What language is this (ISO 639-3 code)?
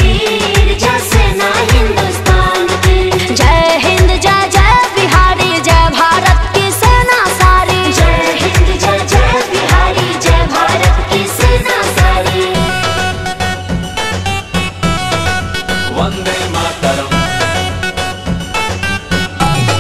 bho